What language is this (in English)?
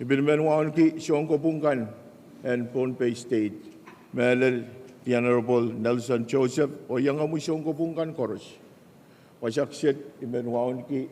Pohnpeian